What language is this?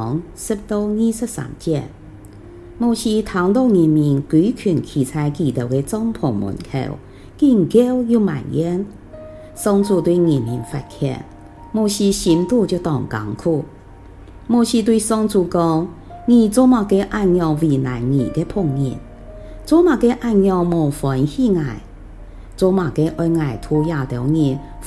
Hakka Chinese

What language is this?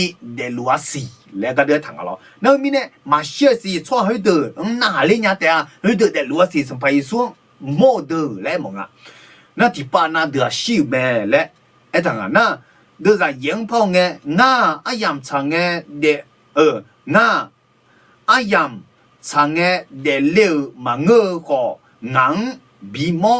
Akha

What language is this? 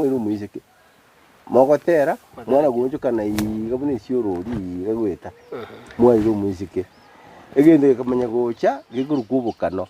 Gusii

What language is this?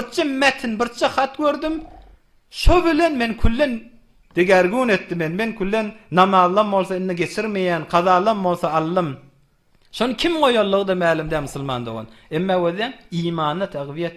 Turkmen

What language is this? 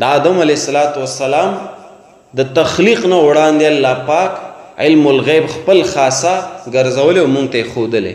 Pashto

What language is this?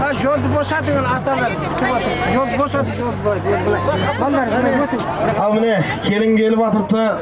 Kara-Kalpak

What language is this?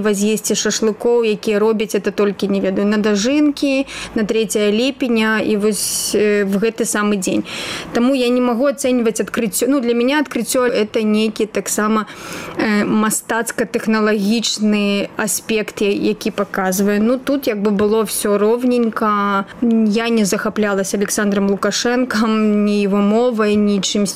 Belarusian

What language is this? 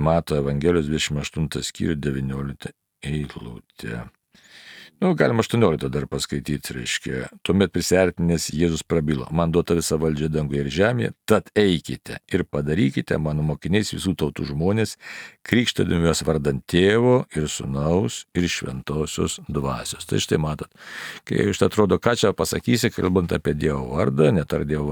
Lithuanian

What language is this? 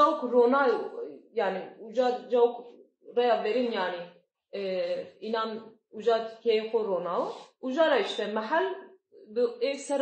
Zaza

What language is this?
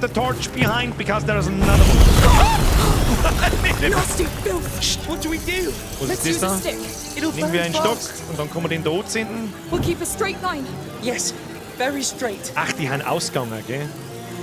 Bavarian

